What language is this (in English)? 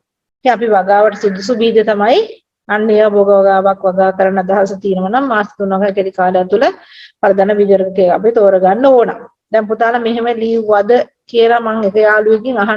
Sinhala